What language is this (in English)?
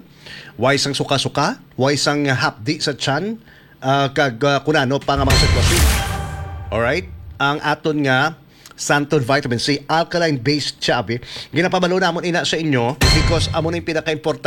Hiligaynon